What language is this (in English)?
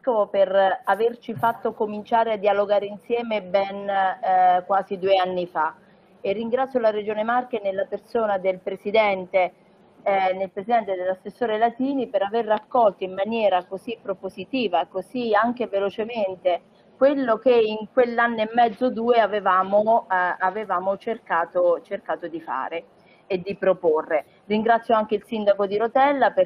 Italian